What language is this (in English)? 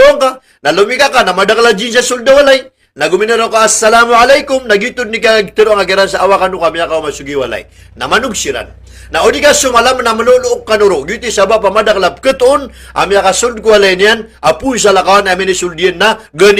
Maranao